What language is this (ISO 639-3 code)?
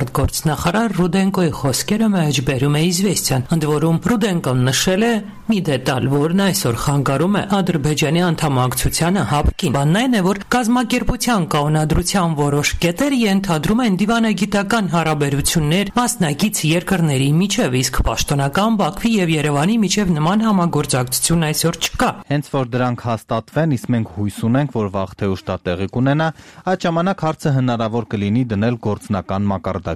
hye